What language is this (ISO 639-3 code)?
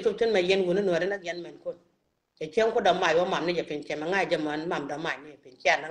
nus